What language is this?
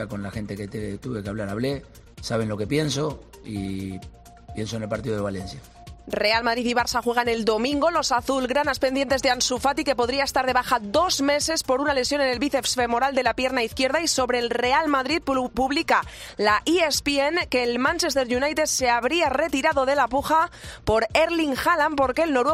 Spanish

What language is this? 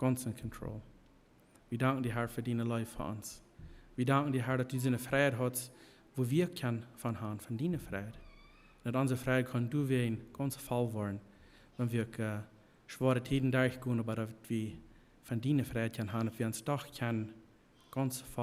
Plautdietsch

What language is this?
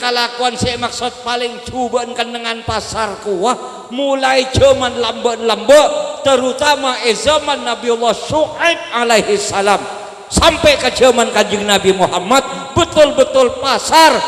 Madurese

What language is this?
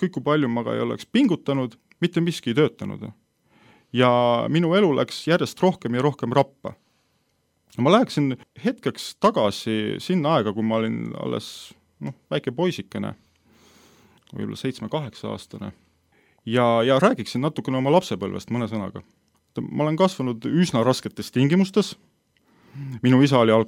Estonian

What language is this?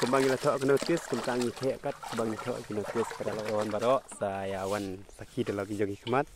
Khasi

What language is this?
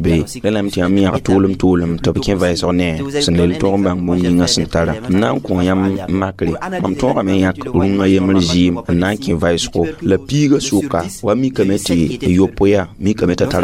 Mossi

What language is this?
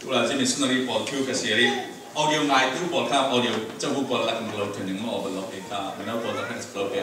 Falam Chin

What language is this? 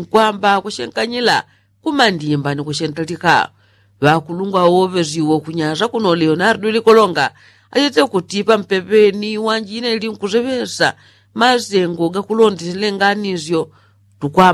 Yao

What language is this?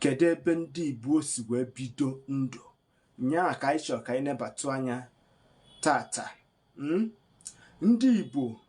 Igbo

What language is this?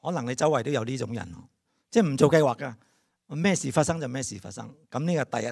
Cantonese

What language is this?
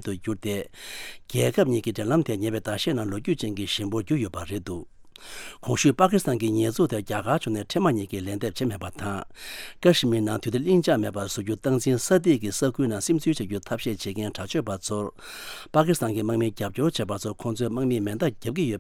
Tibetan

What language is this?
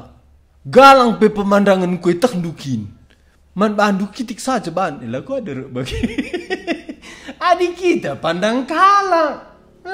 Batak Karo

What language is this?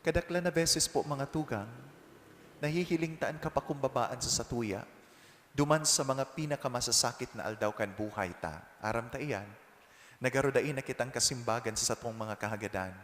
Bikol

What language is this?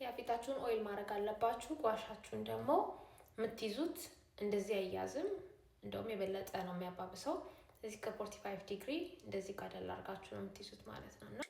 Amharic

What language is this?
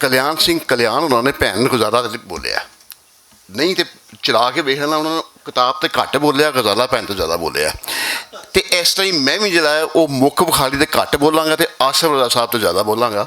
Western Panjabi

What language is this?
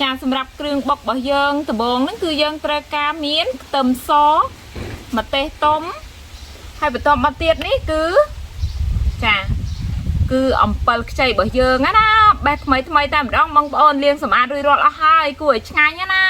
Khmer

